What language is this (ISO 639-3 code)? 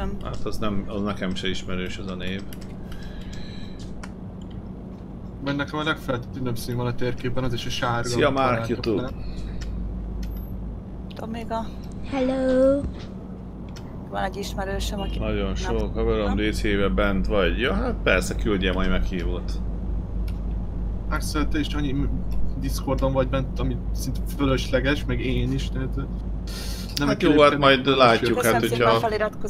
hun